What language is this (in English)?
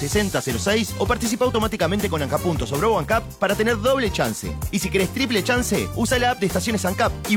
Spanish